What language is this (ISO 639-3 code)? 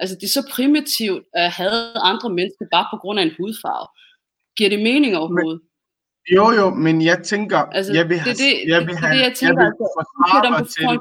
dan